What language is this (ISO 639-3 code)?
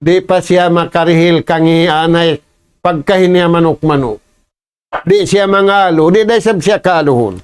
tsg